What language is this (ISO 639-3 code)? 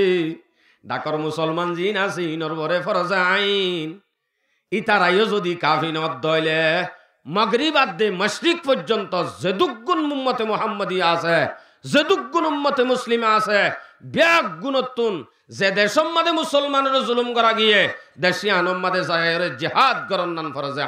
rhg